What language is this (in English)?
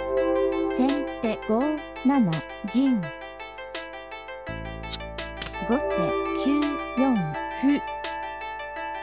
Japanese